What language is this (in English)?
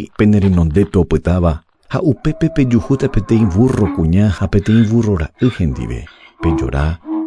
Guarani